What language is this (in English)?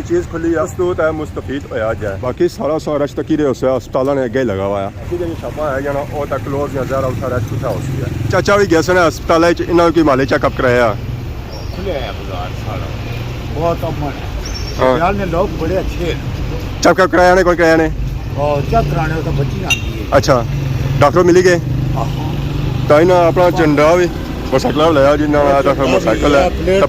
Pahari-Potwari